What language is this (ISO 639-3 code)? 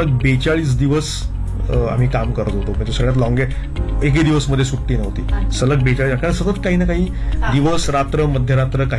mar